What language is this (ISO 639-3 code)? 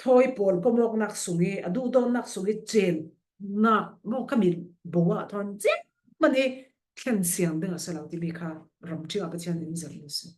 cfm